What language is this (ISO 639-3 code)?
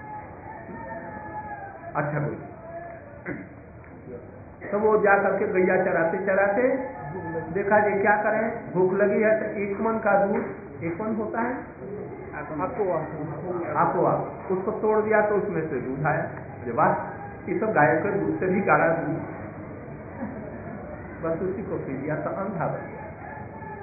hin